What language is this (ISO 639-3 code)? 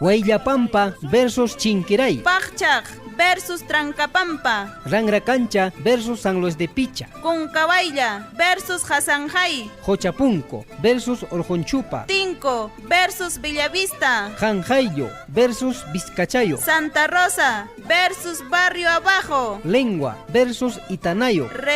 quy